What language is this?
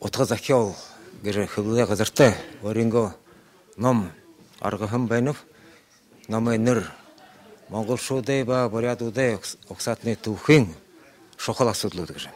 Buriat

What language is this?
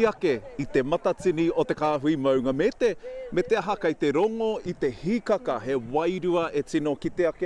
Māori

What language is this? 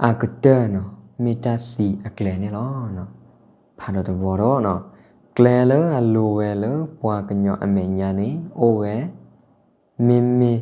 S'gaw Karen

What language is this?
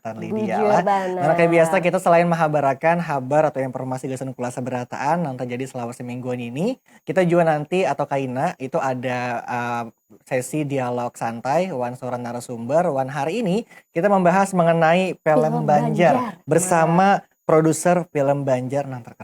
Banjar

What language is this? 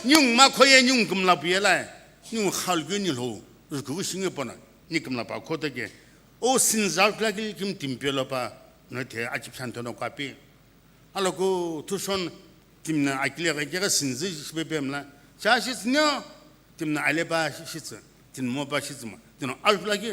Sumi Naga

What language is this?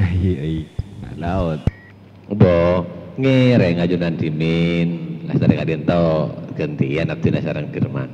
Madurese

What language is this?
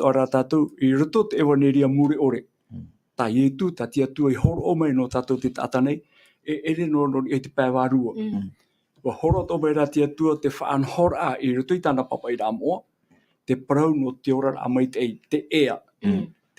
Tahitian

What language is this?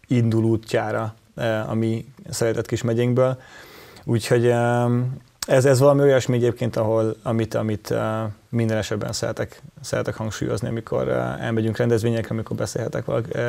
Hungarian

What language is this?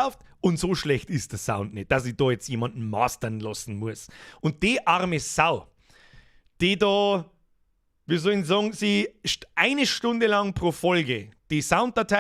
Bavarian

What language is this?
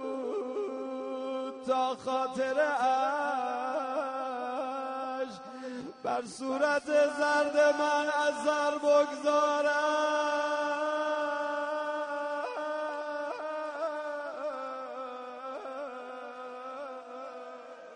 Persian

